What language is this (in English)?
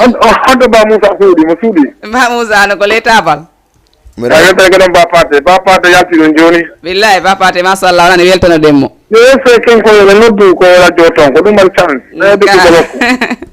Fula